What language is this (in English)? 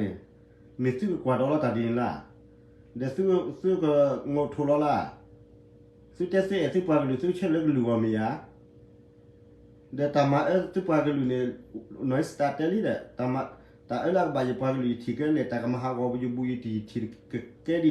S'gaw Karen